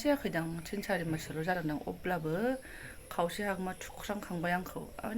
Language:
Bodo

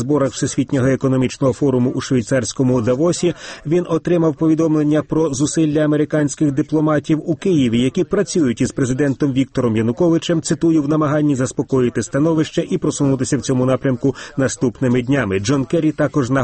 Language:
Ukrainian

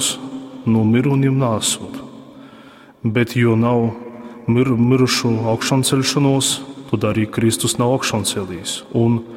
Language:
Latgalian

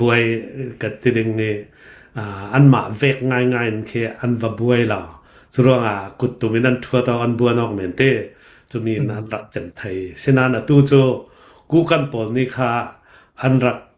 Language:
Hakha Chin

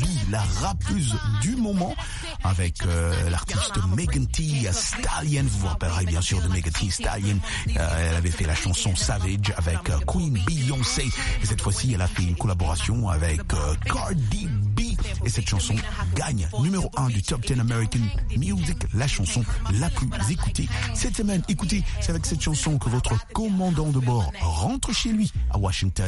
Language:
French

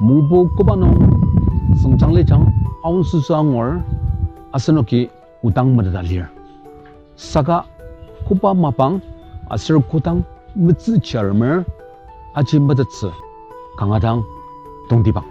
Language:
Ao Naga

